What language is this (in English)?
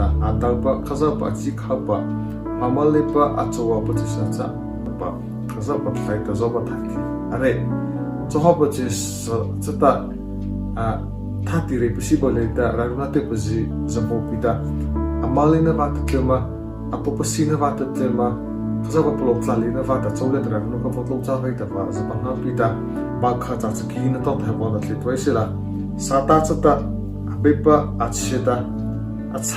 Mara Chin